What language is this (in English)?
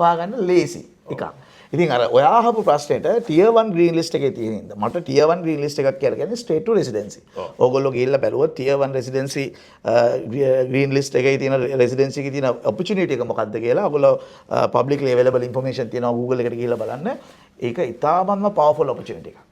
Sinhala